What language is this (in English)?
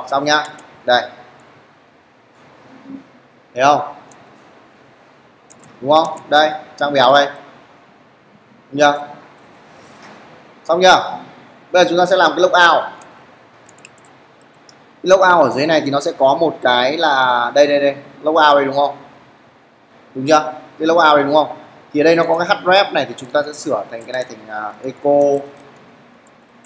Vietnamese